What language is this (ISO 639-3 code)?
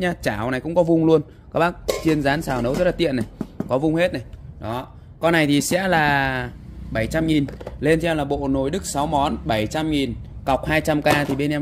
vie